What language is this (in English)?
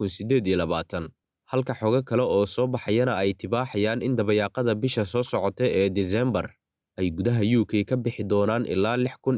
Somali